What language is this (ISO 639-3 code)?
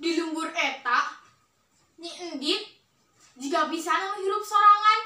sun